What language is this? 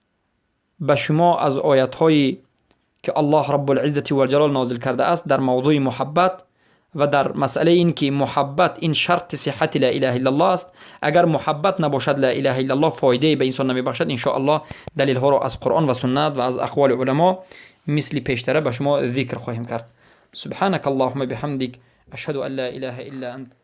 Persian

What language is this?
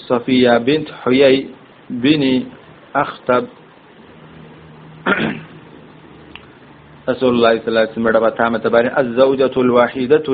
Malayalam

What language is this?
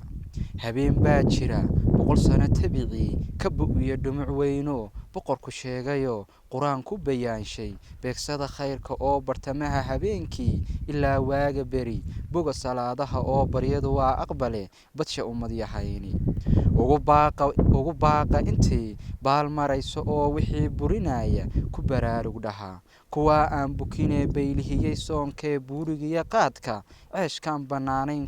Somali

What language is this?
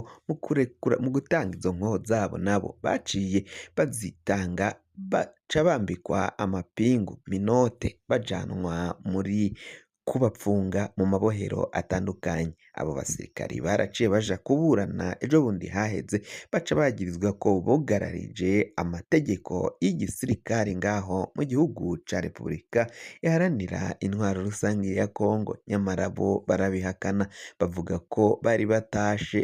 Rundi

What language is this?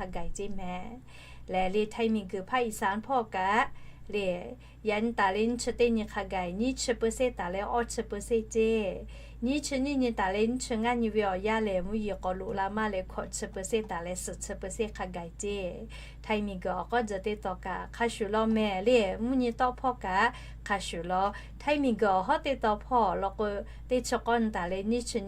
Lahu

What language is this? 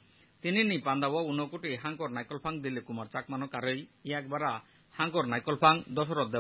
Kok Borok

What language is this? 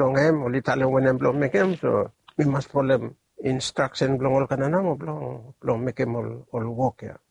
Bislama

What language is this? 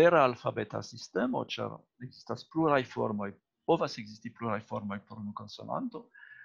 Esperanto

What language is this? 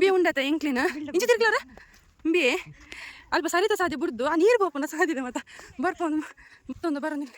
Tulu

